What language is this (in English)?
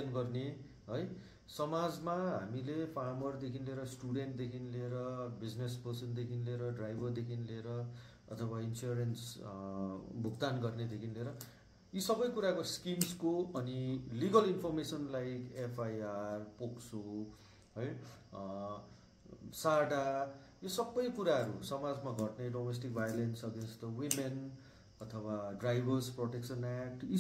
Nepali